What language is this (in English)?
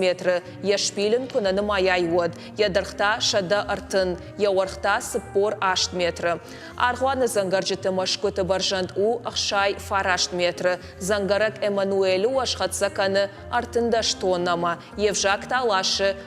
Ossetic